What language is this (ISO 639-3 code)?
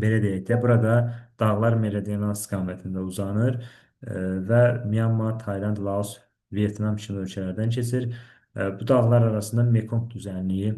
aze